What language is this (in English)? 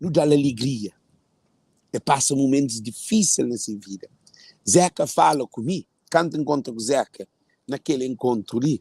Kabuverdianu